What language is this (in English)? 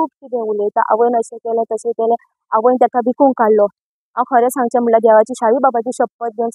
Konkani